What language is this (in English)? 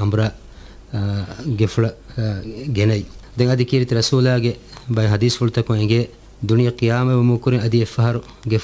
Divehi